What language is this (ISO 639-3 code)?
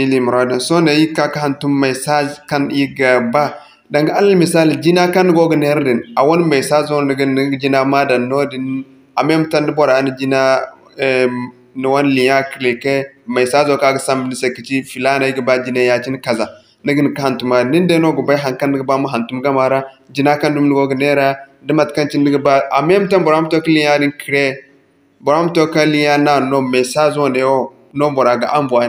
dje